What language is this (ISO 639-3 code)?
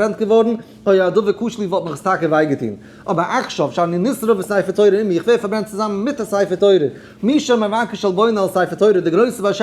yid